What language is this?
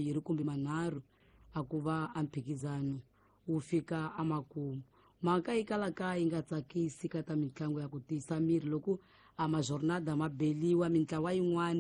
Tsonga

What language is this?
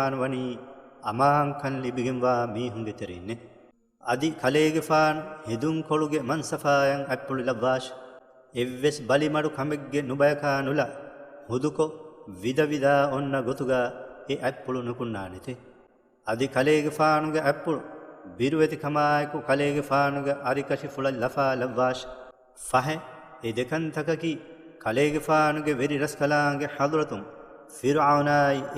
Divehi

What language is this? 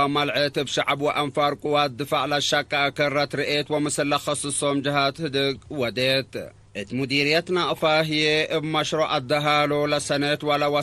Tigre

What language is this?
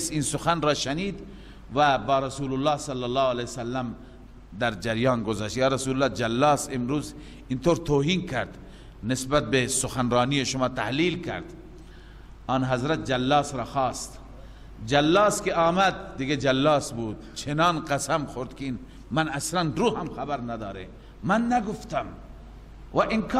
Persian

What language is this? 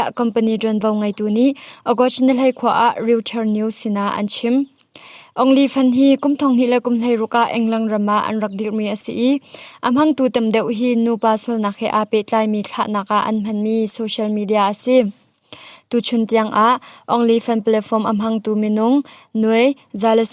Hakha Chin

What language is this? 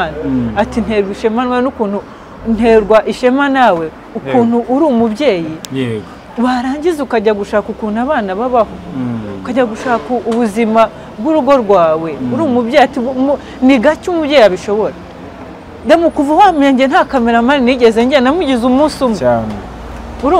Kinyarwanda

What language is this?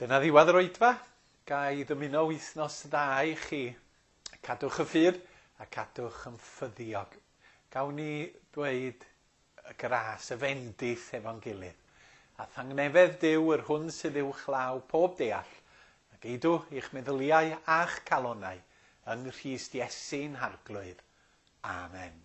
Welsh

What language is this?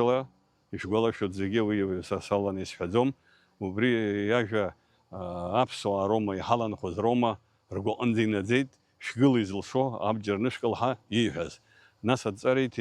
Abkhazian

